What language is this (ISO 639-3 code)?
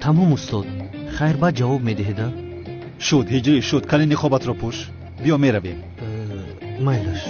tgk